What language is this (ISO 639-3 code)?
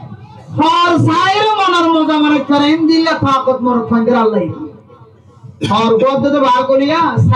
rhg